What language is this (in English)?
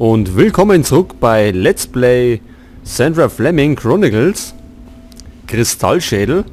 Bavarian